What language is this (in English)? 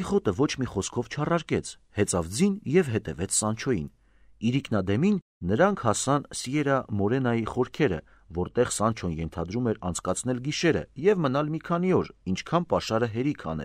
Armenian